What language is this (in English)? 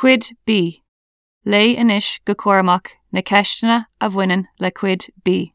Irish